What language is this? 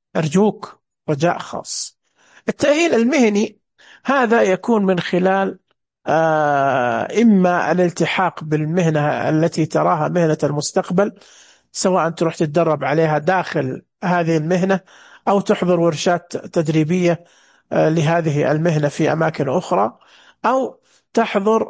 Najdi Arabic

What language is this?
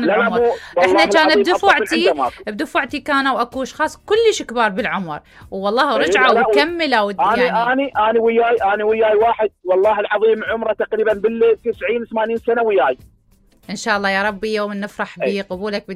Mesopotamian Arabic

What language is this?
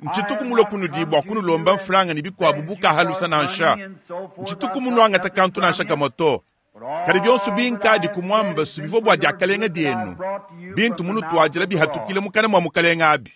Luba-Lulua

